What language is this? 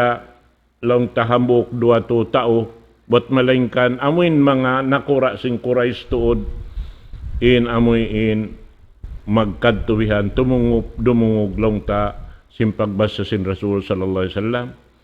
Tausug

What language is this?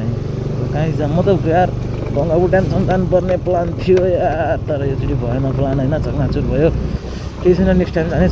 Nepali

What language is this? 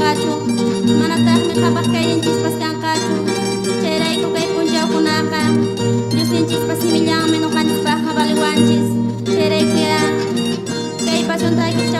Quechua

